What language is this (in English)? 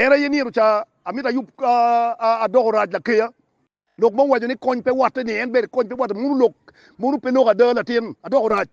Acoli